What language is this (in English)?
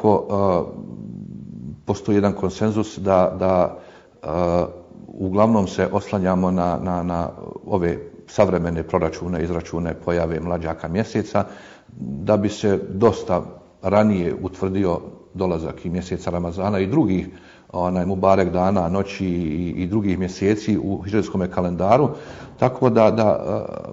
Bosnian